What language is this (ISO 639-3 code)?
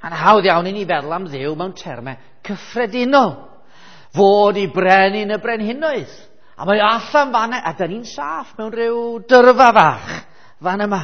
cym